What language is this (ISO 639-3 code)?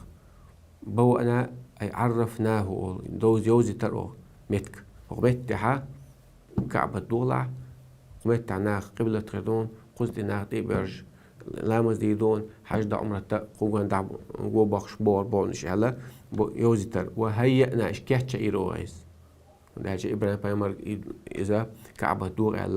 che